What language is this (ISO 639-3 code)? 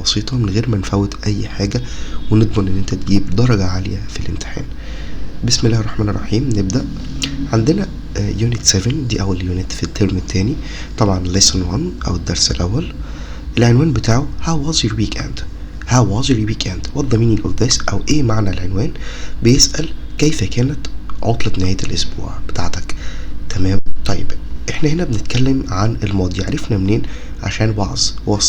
arz